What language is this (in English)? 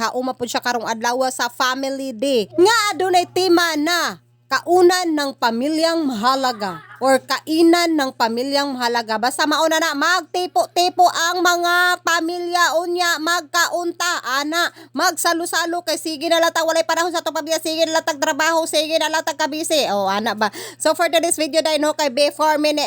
Cebuano